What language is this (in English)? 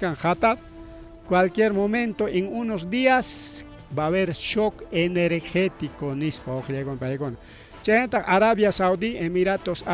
Ayacucho Quechua